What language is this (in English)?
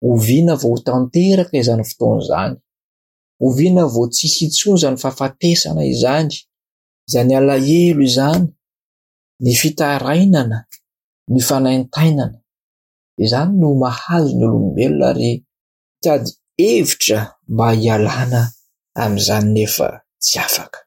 Malagasy